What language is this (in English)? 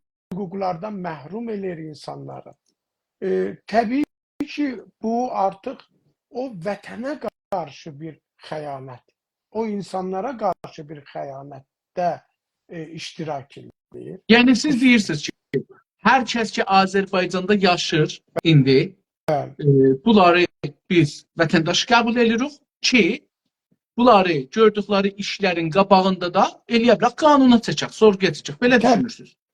South Azerbaijani